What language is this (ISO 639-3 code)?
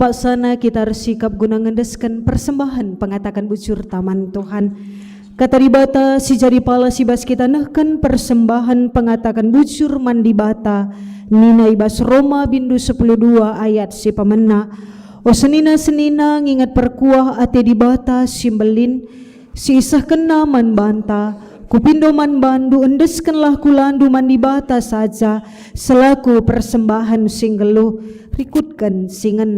btx